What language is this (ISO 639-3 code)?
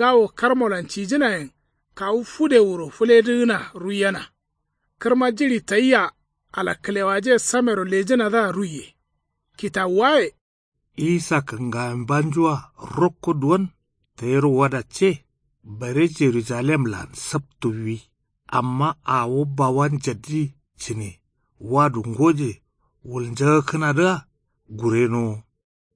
kau